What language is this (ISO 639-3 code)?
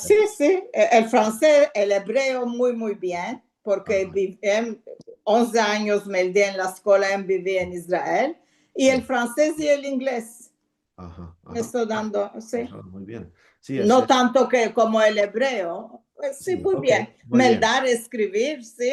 lad